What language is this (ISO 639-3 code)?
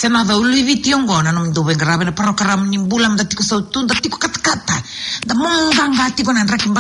fij